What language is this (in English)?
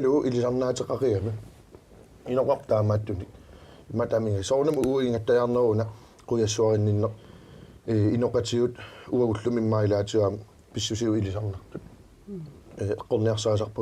Kalaallisut